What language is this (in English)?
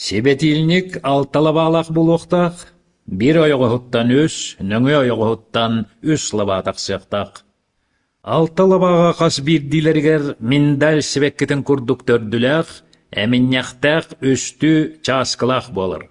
Yakut